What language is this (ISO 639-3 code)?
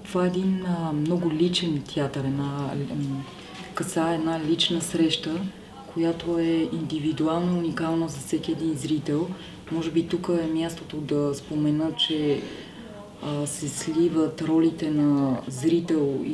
bul